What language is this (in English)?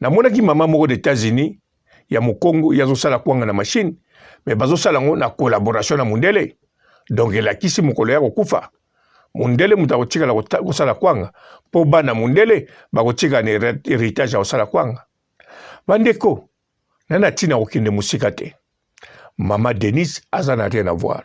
Lingala